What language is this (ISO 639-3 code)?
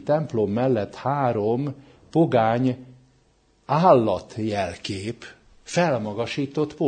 hun